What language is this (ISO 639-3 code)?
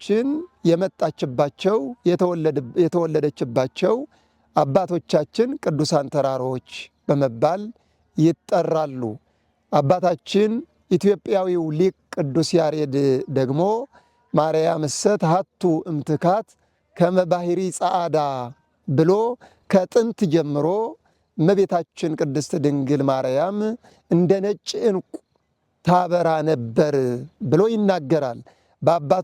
amh